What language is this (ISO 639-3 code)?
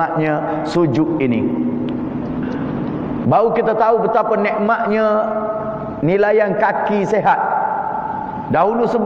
msa